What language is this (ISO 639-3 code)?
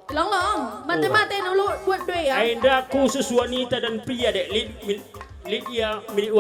btx